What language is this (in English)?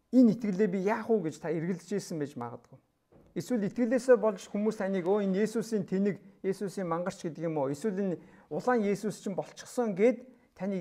Mongolian